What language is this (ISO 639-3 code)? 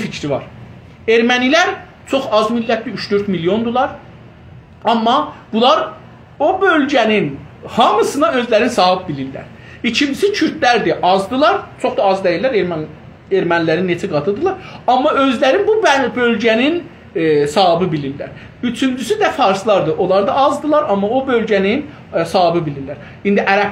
azb